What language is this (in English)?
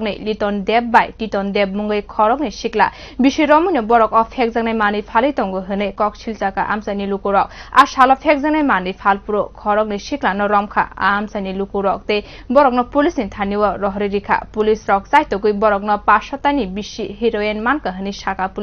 Kok Borok